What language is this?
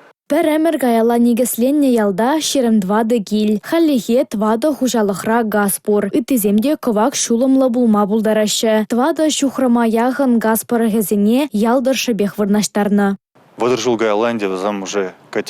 Chuvash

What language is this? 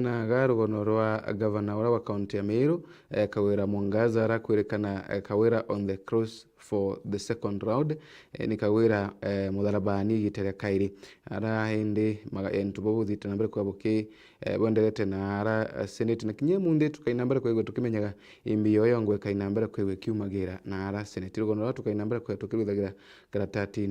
Meru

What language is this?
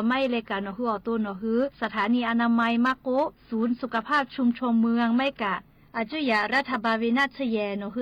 Lahu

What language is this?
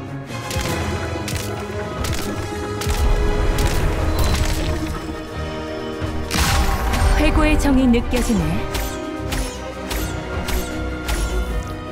Korean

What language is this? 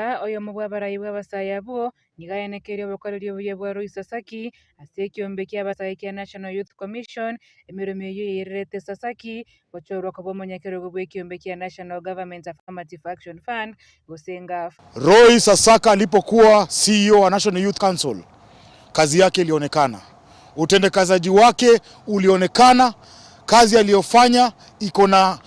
Gusii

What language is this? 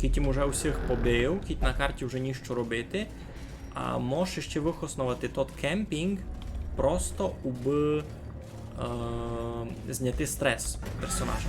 Rusyn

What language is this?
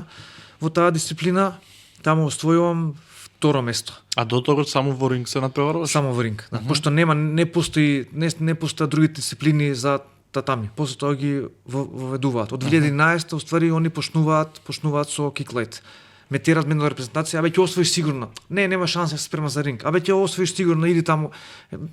Macedonian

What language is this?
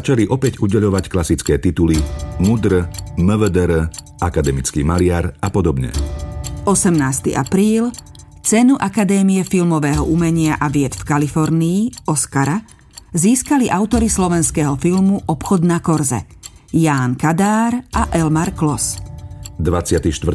Slovak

